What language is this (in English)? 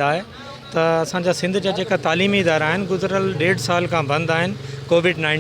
Sindhi